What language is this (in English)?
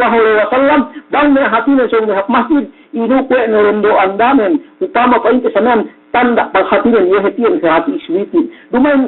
Yakan